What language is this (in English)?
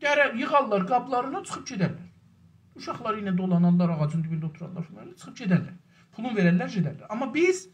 South Azerbaijani